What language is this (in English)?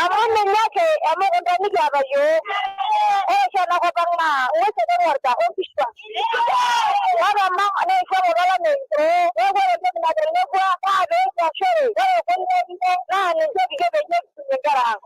Masai